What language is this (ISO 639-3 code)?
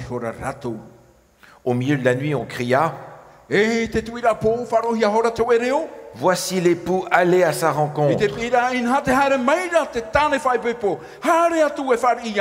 tah